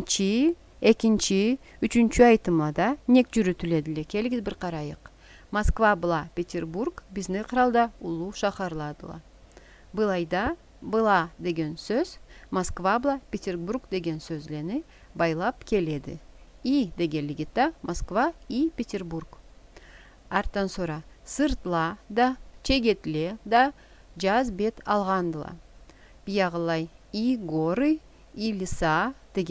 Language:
Karachay-Balkar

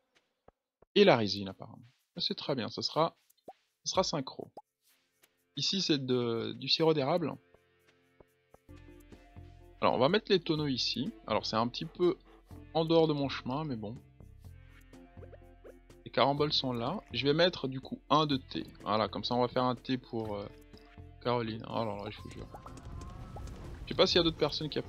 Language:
French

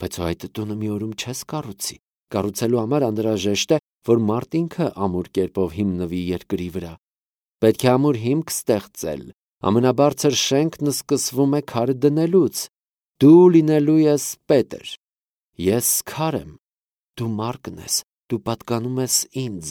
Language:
Armenian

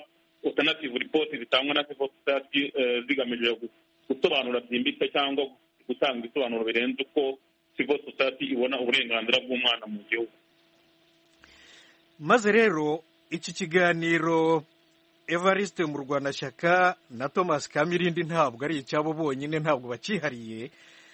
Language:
Kinyarwanda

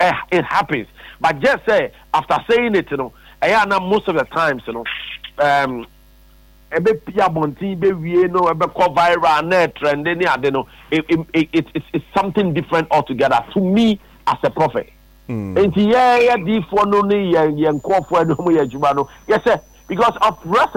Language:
Akan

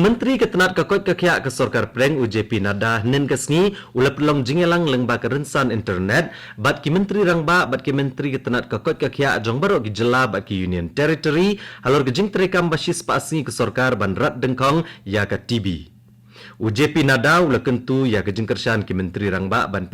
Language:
Khasi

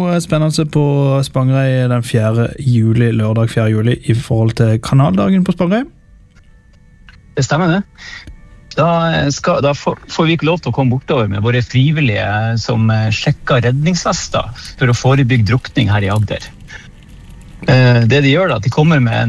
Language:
Norwegian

